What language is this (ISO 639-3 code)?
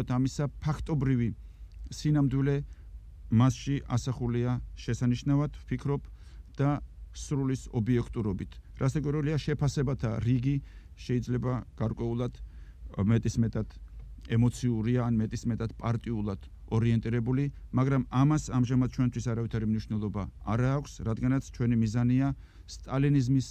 kat